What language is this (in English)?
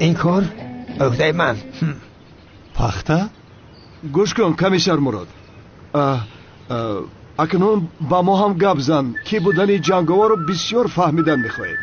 Tajik